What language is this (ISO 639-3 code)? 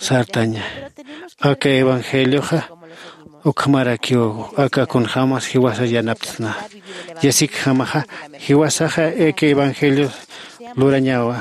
aym